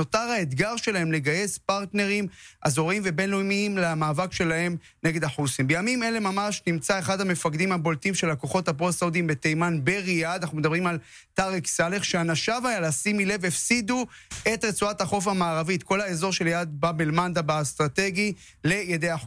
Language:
Hebrew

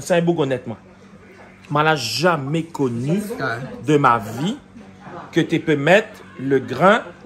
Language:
Réunion Creole French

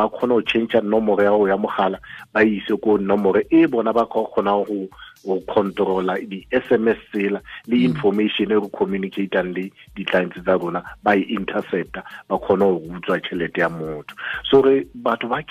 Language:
Southern Sotho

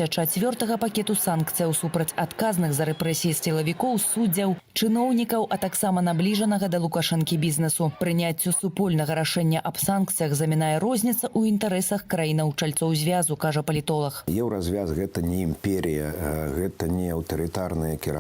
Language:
Belarusian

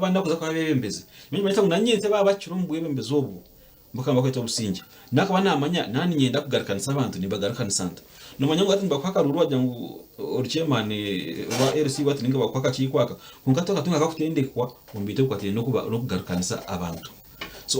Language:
Nyankole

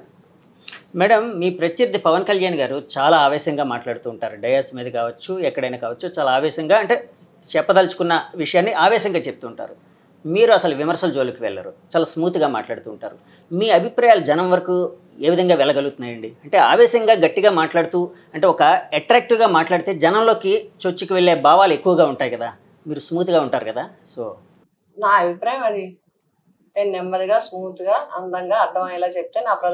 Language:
Telugu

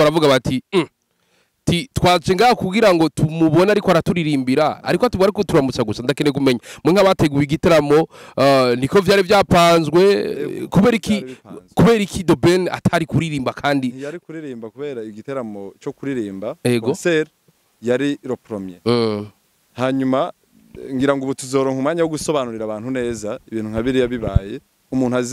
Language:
Rundi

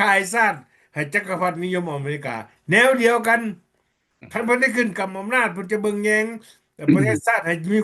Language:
Lao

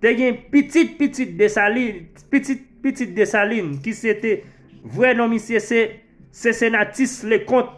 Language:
Haitian Creole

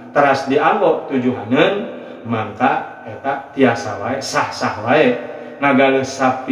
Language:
Sundanese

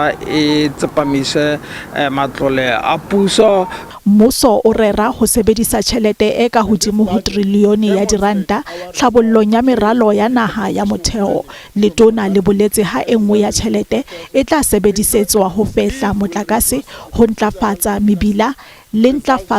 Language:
Southern Sotho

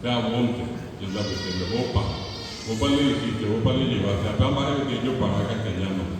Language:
Guarani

